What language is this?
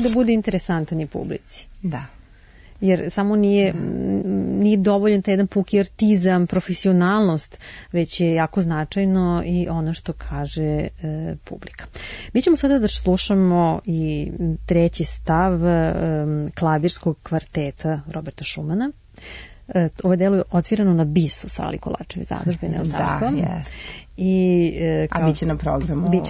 Serbian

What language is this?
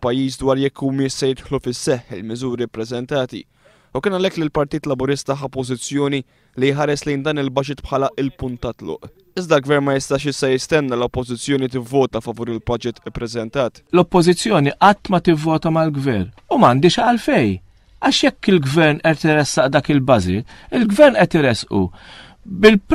Maltese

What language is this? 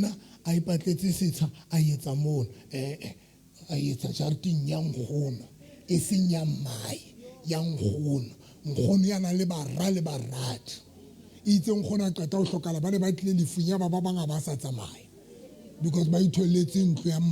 Southern Sotho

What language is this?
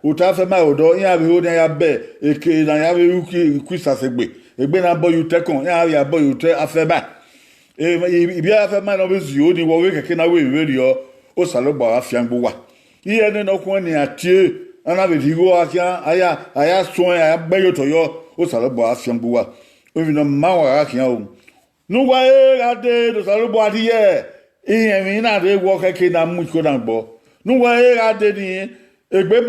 Bini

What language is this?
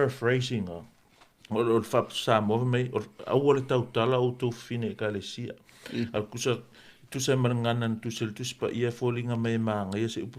Samoan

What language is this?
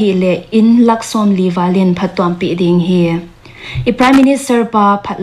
Paite Chin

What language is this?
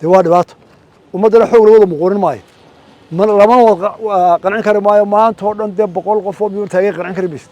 Somali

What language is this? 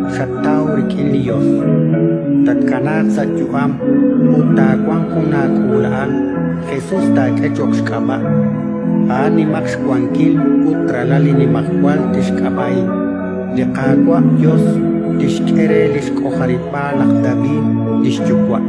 Kekchí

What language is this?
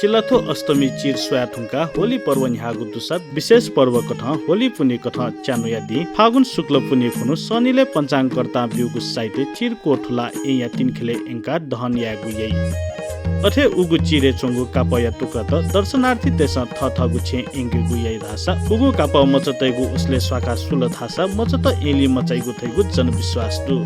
Newari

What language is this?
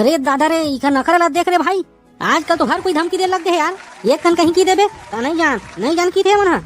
Chhattisgarhi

